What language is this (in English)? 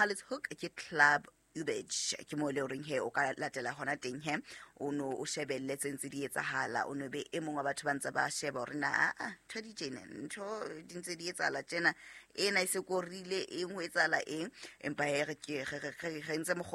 Southern Sotho